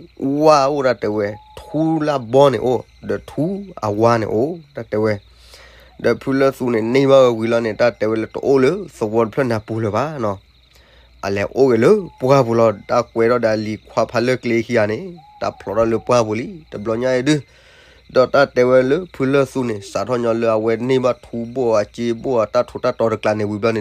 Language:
S'gaw Karen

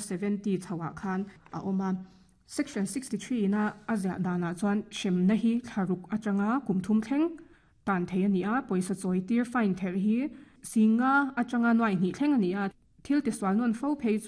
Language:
Mizo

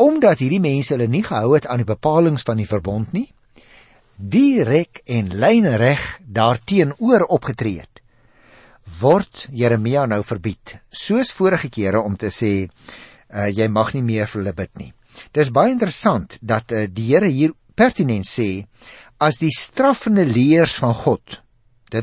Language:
Afrikaans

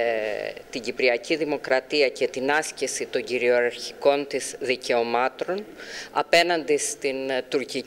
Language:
Greek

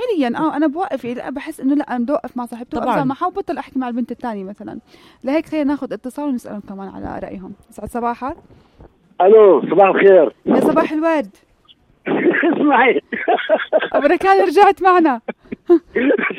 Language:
North Levantine Arabic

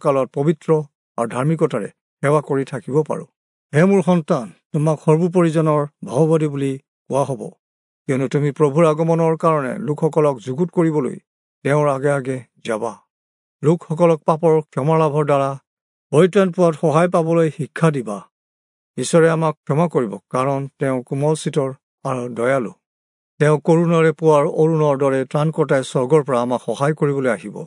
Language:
Assamese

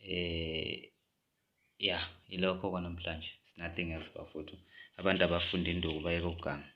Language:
Zulu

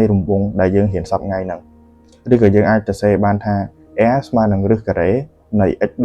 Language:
Khmer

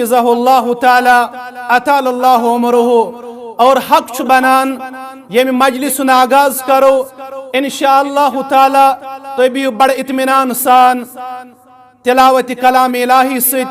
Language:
Kashmiri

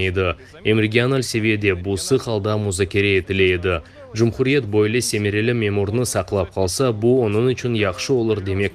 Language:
Crimean Tatar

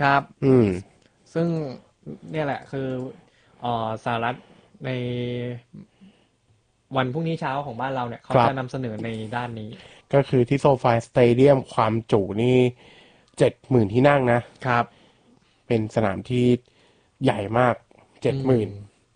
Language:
Thai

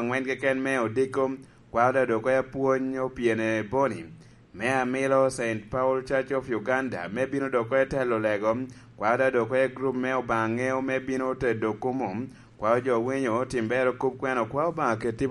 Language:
Lango (Uganda)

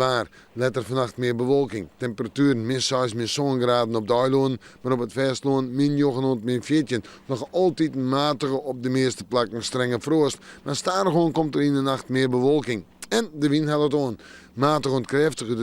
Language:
Western Frisian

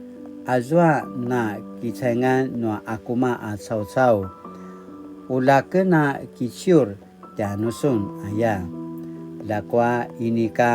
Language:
Paiwan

